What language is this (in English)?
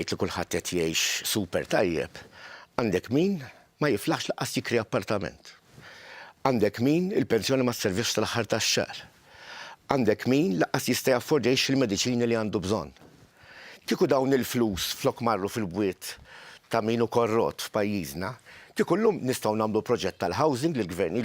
Maltese